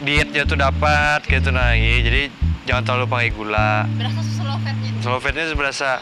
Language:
Banjar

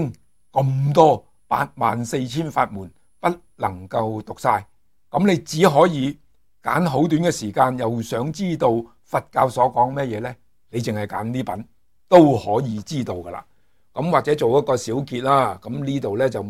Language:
Cantonese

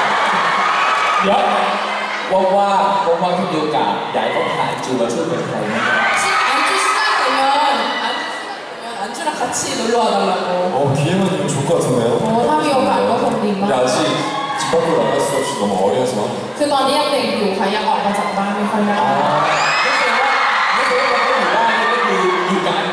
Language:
Thai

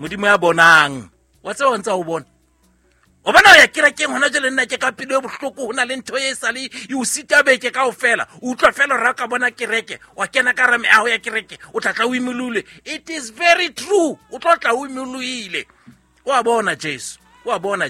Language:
Southern Sotho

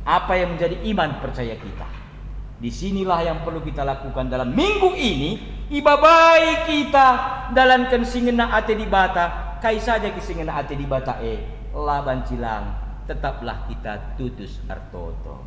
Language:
Batak Karo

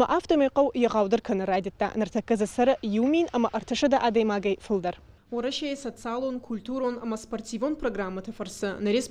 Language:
Ossetic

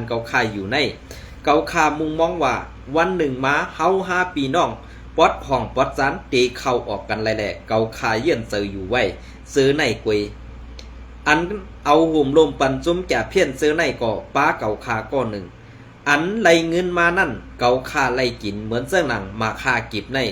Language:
Shan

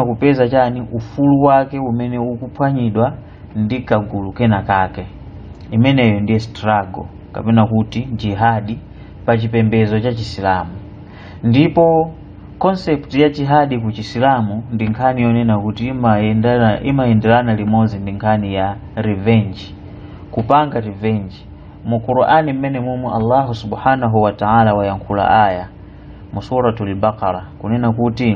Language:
Nyanja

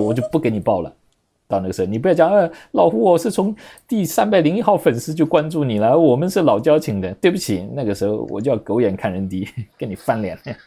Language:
Chinese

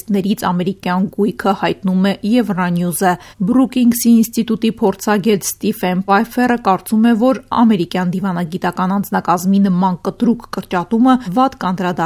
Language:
Armenian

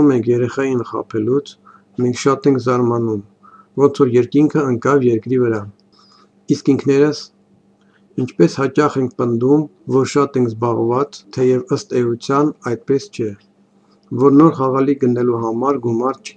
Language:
Armenian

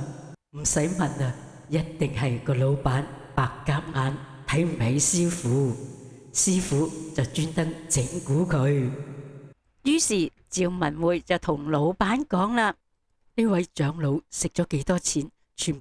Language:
Cantonese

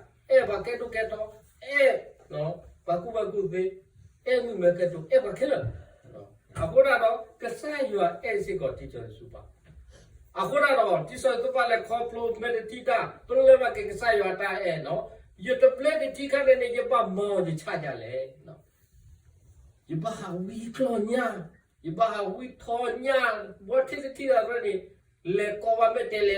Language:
S'gaw Karen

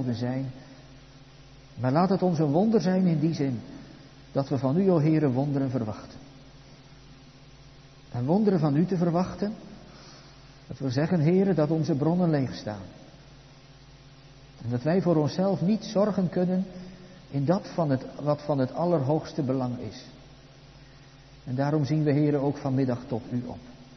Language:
Dutch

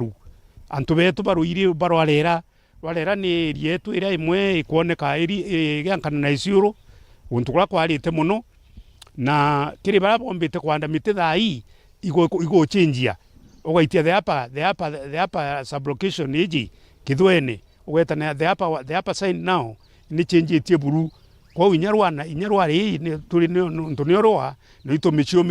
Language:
Meru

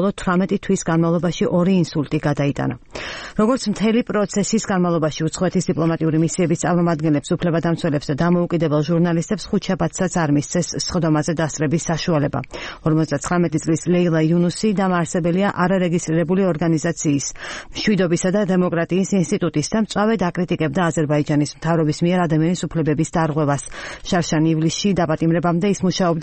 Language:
Georgian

